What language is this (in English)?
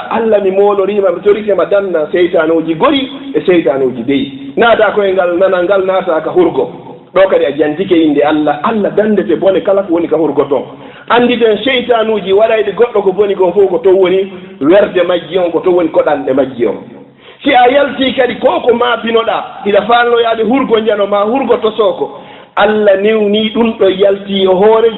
Fula